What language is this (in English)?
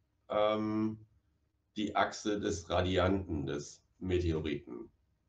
German